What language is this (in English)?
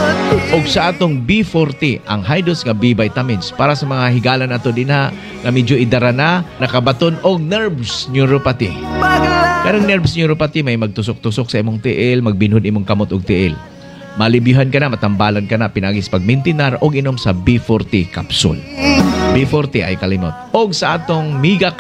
Cebuano